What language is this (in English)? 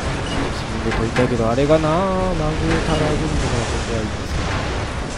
Japanese